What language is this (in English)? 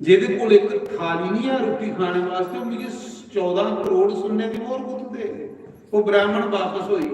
Dogri